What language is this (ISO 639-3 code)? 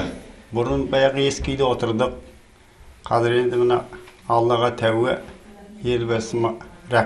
kaz